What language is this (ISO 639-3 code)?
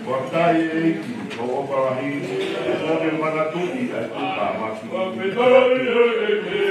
ton